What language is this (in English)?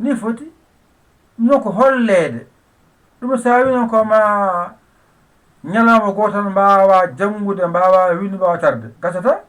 Fula